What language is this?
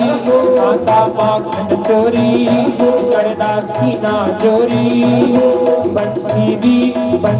Dogri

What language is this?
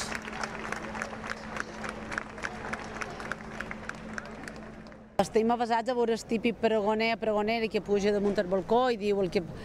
Catalan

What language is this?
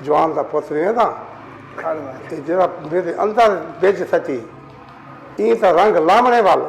Saraiki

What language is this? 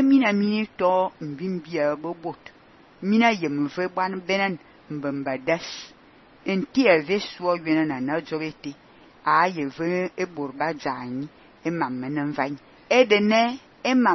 Fang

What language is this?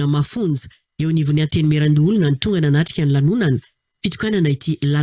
Malagasy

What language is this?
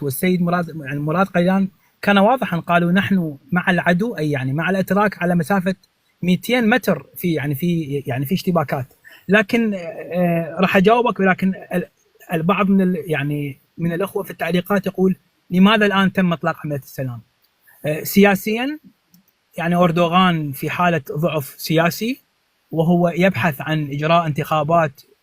North Levantine Arabic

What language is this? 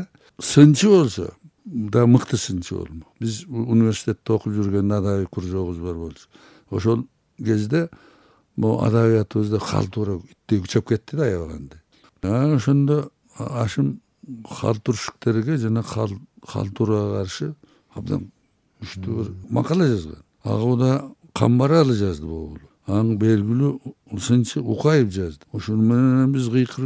Kyrgyz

